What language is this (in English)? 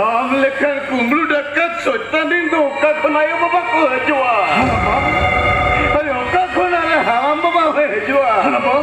Santali